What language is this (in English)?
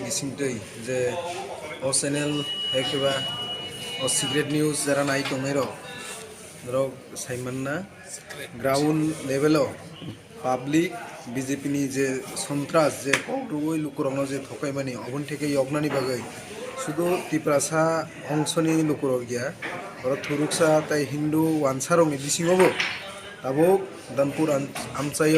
Kok Borok